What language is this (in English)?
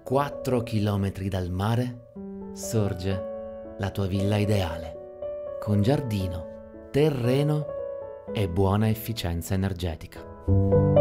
Italian